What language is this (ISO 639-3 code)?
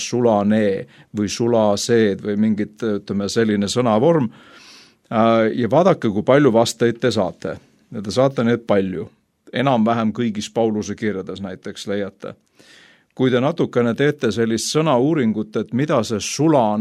est